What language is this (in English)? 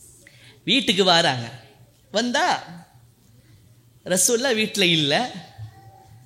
Tamil